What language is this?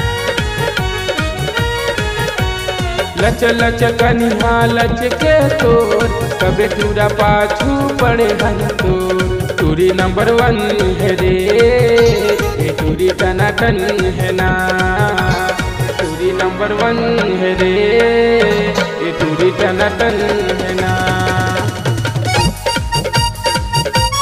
Chhattisgarhi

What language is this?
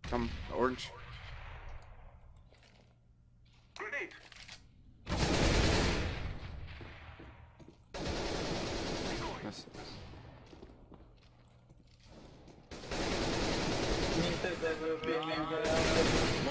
German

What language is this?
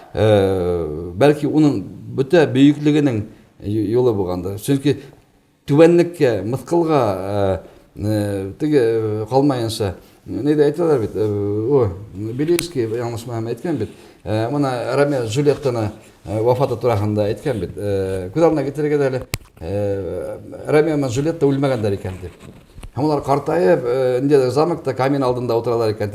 Bashkir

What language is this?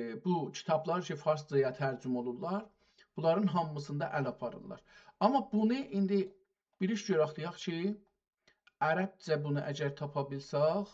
South Azerbaijani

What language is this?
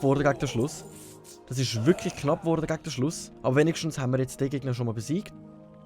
Swiss German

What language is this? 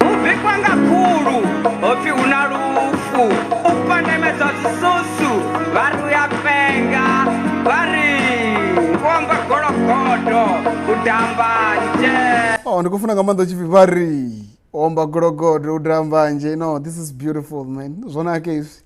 Venda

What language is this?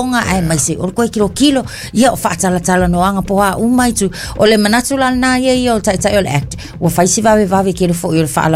Samoan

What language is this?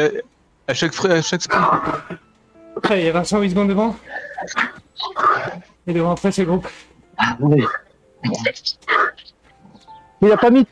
French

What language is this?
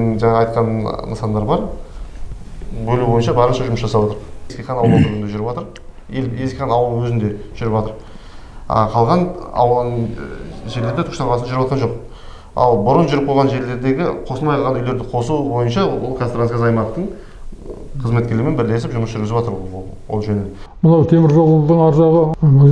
Kazakh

